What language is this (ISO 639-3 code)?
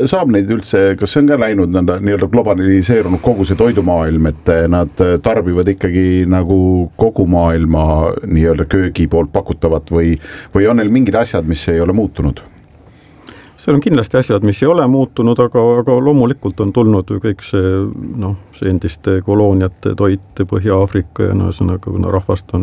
est